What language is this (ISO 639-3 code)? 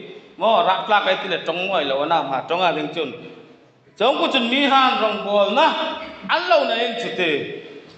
hmr